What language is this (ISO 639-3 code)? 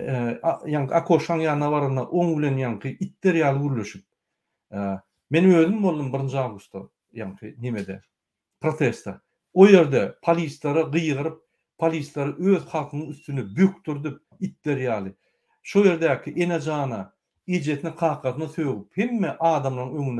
tuk